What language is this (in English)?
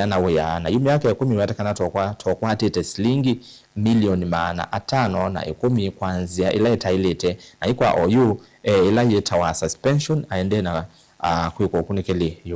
Kamba